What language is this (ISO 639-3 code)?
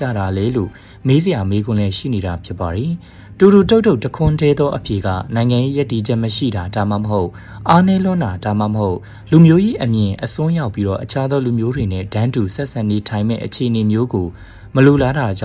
mya